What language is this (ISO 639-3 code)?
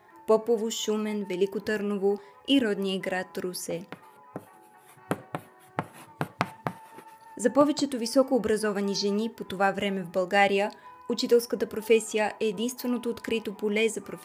bul